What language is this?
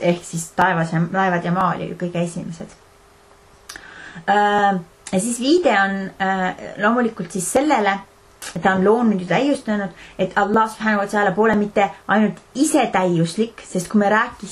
Estonian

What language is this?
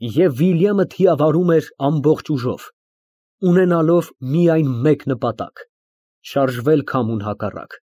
Armenian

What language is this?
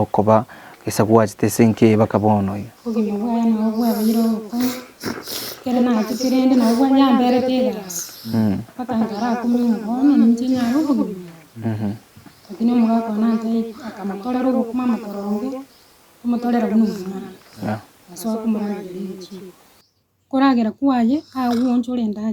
Gusii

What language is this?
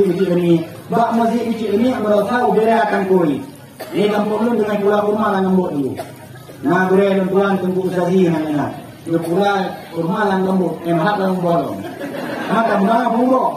Achinese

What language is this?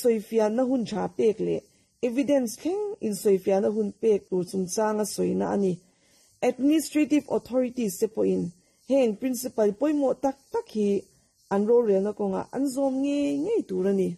Mizo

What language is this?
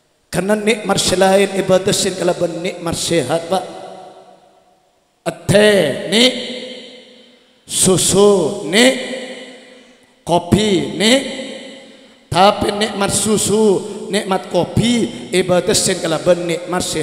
Madurese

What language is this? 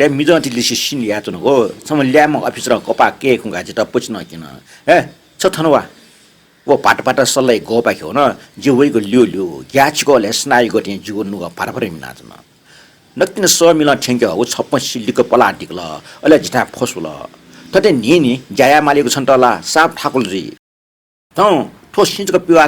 Newari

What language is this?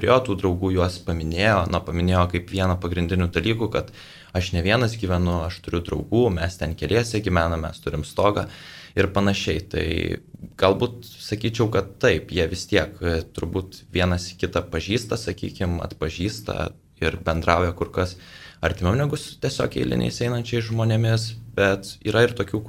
Lithuanian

